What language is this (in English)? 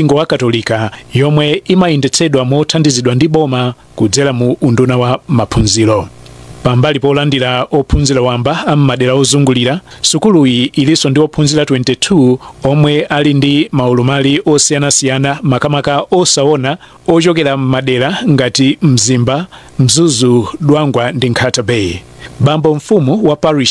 Nyanja